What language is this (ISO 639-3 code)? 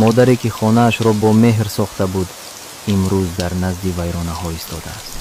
tgk